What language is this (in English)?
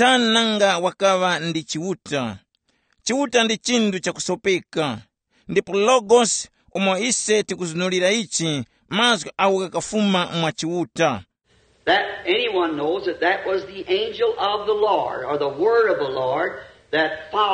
Tumbuka